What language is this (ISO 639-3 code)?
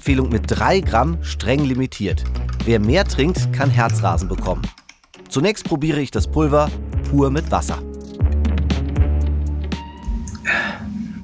deu